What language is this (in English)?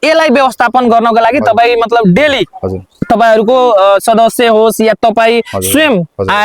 Nepali